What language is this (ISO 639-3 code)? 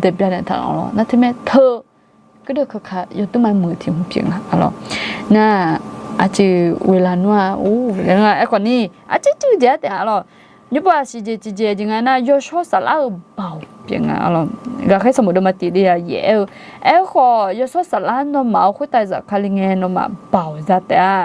ahk